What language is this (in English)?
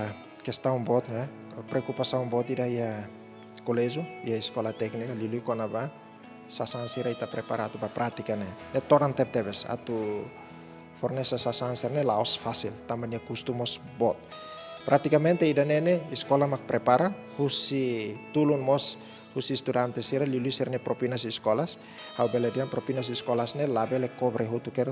Tetum